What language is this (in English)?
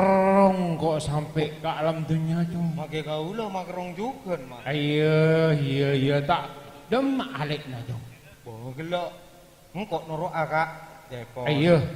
Madurese